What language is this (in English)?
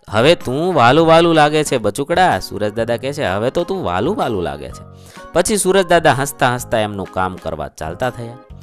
Gujarati